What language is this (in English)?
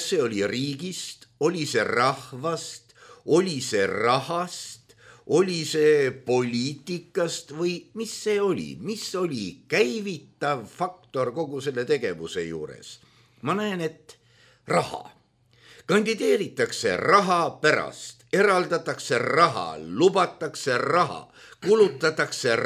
Estonian